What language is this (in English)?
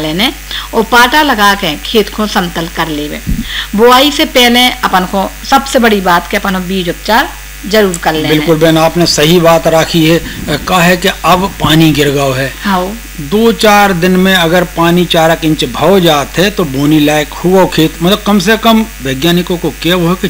Hindi